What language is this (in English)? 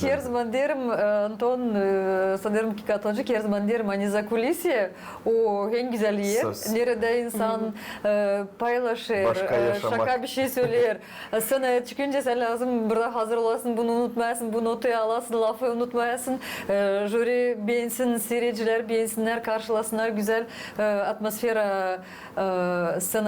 Gagauz